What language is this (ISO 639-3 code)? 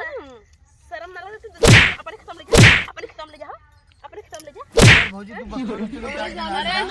bho